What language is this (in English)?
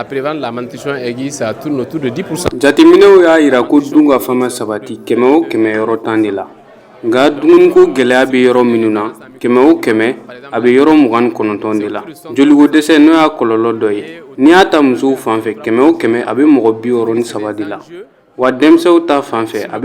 Bambara